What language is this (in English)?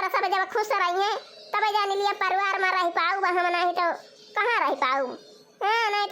Awadhi